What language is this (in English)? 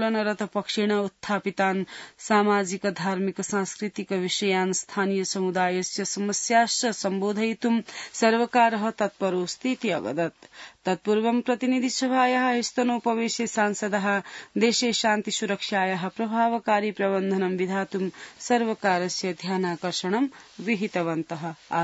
Sanskrit